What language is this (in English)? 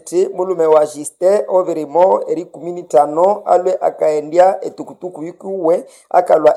Nande